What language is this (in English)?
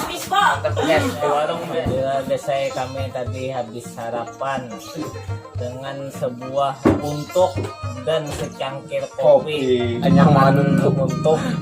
Banjar